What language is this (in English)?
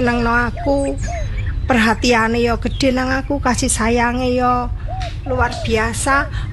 Javanese